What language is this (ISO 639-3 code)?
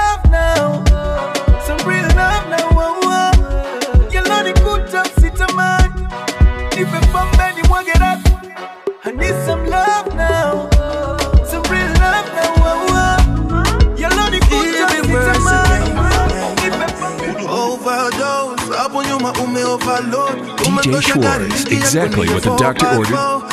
swa